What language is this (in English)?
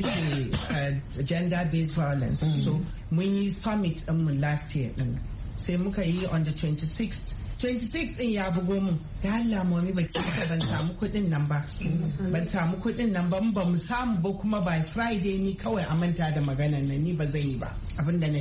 Hausa